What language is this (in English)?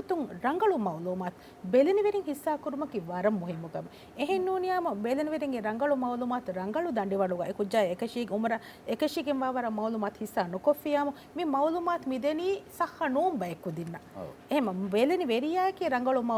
Divehi